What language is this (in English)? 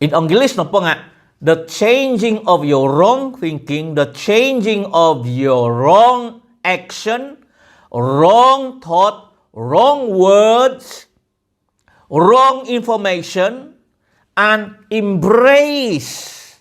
Central Dusun